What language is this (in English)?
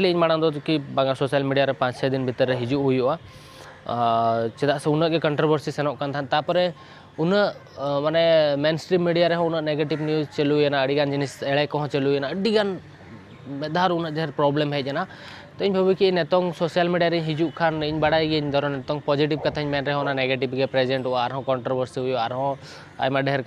Santali